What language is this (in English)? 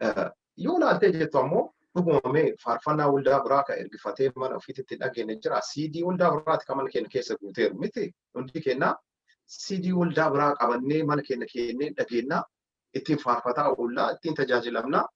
Oromo